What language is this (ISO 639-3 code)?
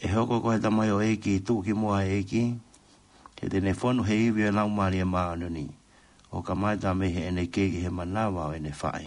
ton